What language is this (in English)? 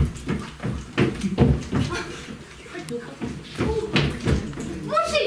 Russian